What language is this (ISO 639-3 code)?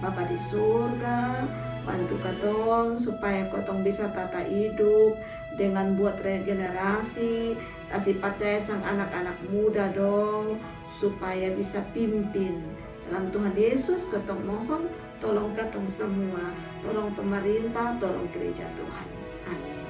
mkn